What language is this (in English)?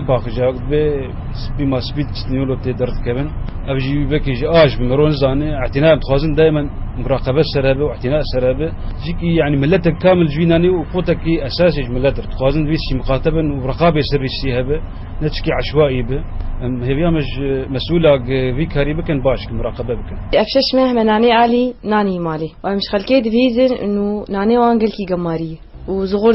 Kurdish